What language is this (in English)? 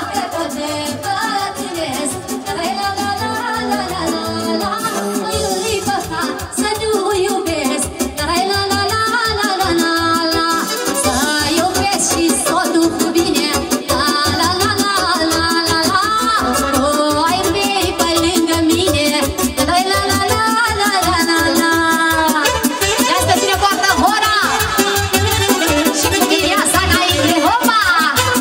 Romanian